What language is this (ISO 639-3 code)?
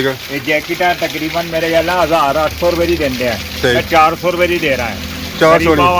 phr